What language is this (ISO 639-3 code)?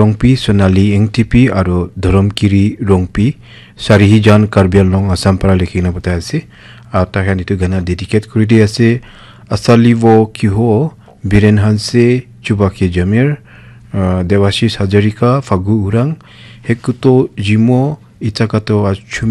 nag